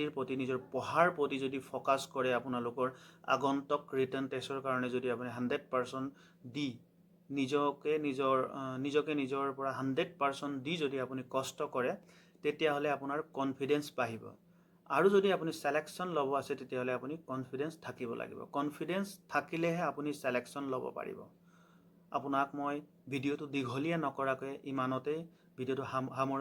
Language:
Assamese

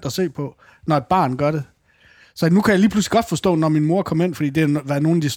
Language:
Danish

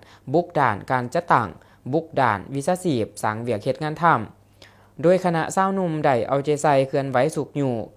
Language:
Lao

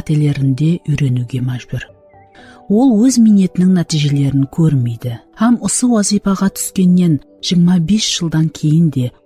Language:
Kara-Kalpak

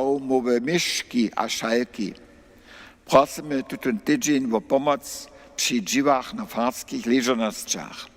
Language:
Upper Sorbian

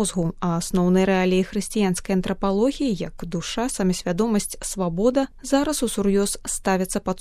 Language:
Belarusian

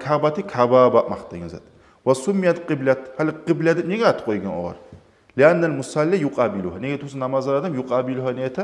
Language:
Kumyk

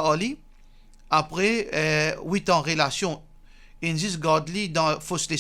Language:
Morisyen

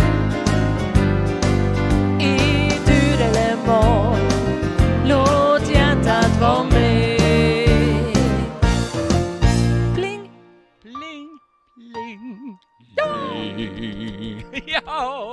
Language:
Swedish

